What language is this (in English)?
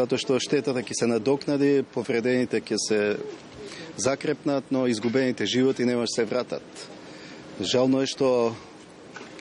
Macedonian